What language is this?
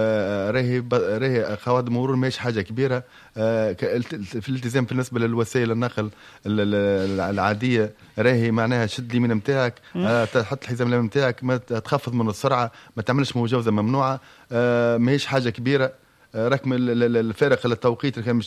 Tunisian Arabic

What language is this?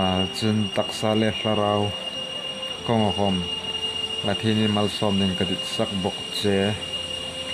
Hmar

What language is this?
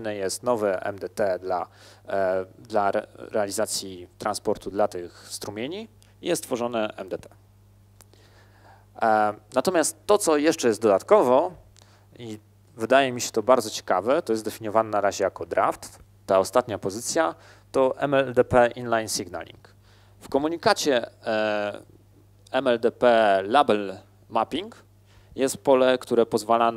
Polish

